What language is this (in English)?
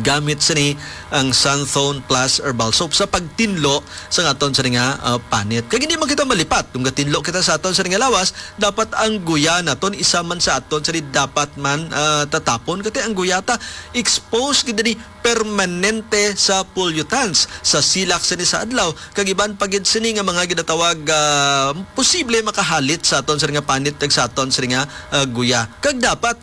Hiligaynon